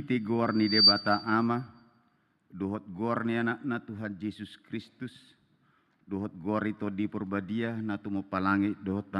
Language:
Batak Toba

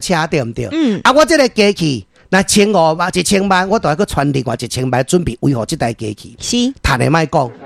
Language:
Min Nan Chinese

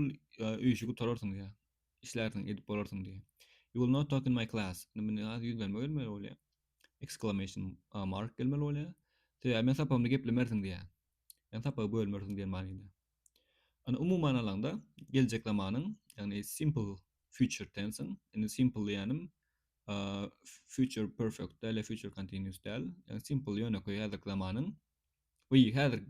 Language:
Turkmen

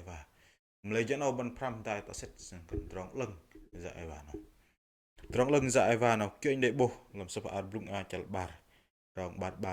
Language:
Bahnar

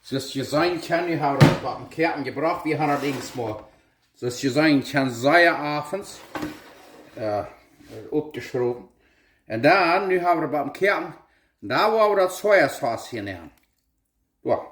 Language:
Plautdietsch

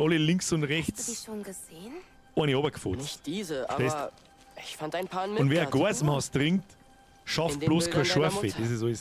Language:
Bavarian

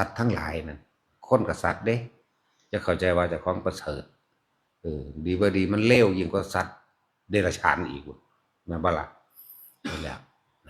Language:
Northeastern Thai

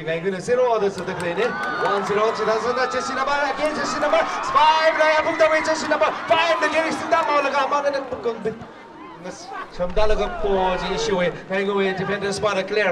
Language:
Tangkhul Naga (India)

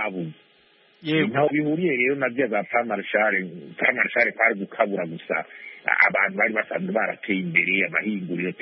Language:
Kinyarwanda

